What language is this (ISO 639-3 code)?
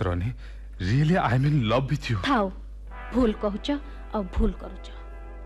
ori